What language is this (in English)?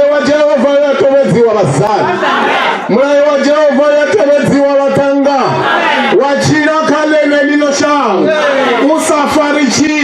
Venda